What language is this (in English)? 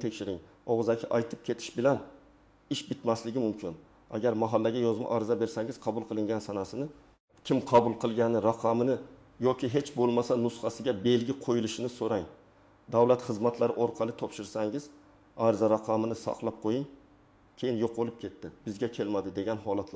Uzbek